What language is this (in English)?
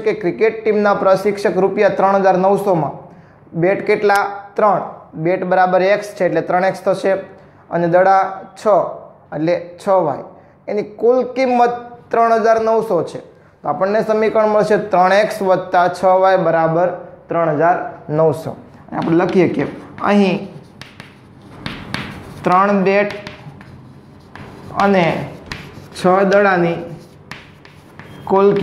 Gujarati